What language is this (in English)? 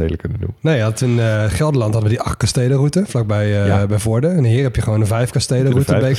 Dutch